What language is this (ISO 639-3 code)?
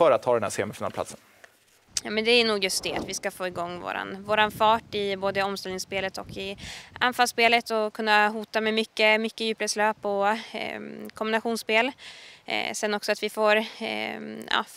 swe